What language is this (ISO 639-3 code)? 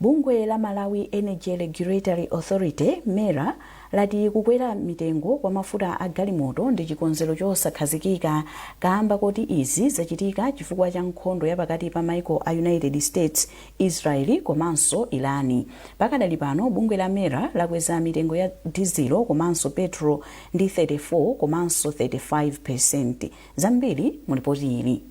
nya